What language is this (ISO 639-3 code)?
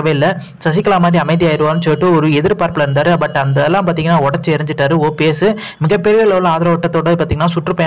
tam